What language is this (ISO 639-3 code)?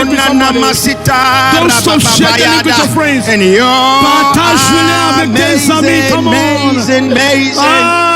ewe